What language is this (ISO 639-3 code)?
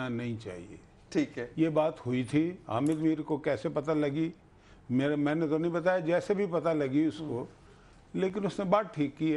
urd